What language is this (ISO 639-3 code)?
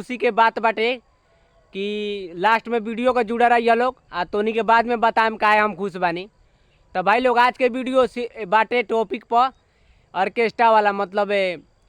bho